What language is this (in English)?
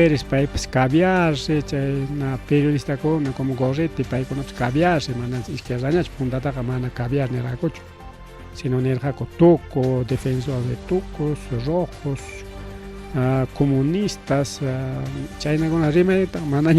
Ayacucho Quechua